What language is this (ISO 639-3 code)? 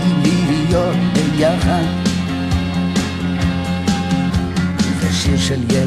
heb